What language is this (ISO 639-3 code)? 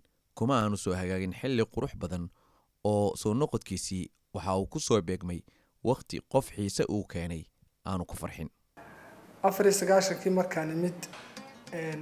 som